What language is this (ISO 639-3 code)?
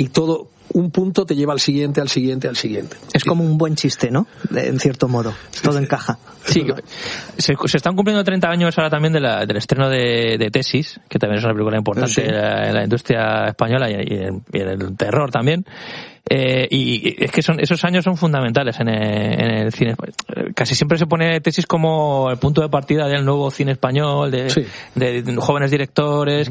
spa